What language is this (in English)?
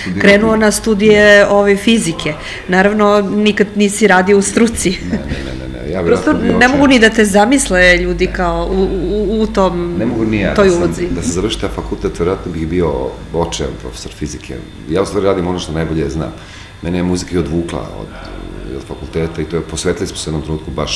Serbian